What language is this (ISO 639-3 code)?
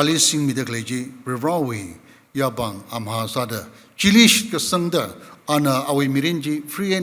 nmf